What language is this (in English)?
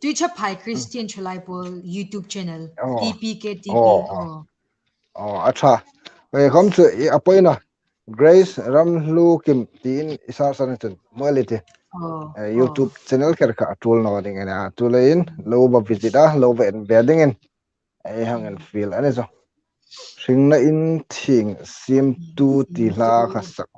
Hmar